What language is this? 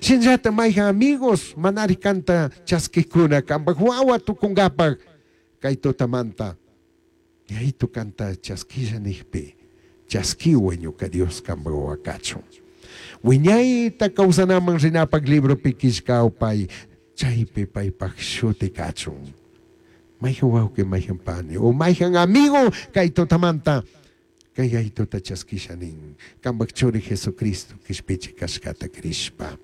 Chimborazo Highland Quichua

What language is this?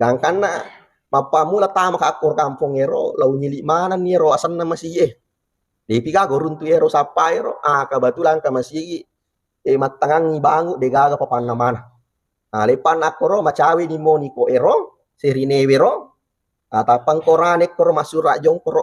Buginese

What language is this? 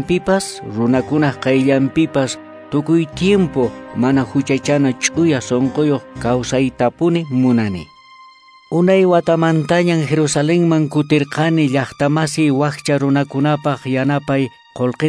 Quechua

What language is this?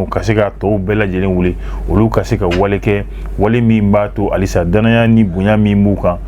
Bambara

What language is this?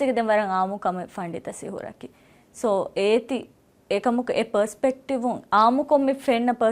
Divehi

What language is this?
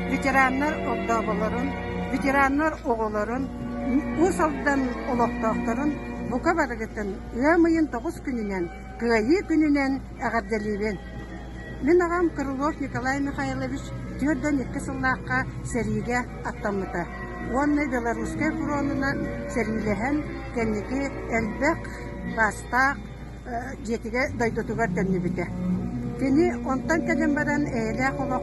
Yakut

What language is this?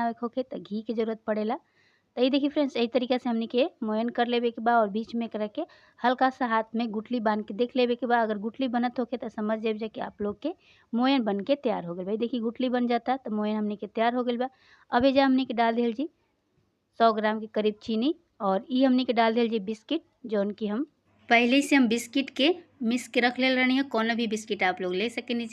Bhojpuri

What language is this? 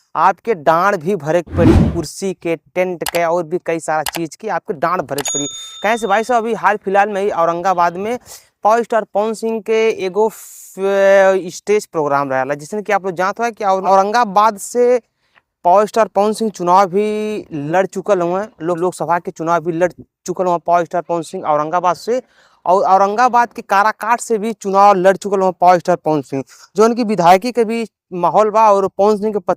Bhojpuri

